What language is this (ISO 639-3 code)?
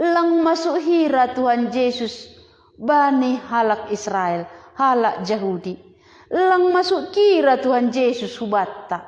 bts